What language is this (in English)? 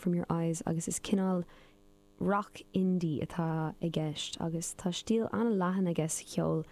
Irish